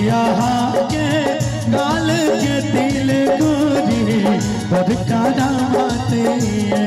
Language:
Maithili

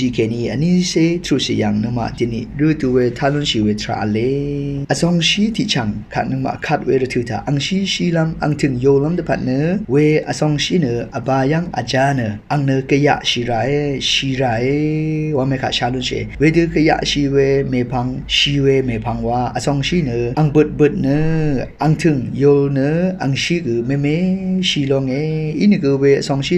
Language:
Rawang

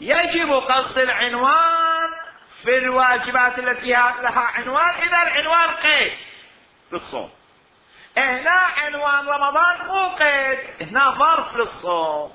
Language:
Mesopotamian Arabic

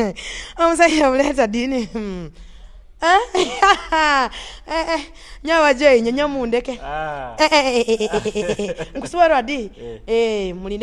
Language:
Nyoro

